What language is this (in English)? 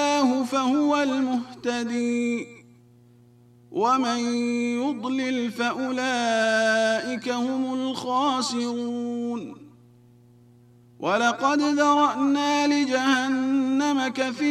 Arabic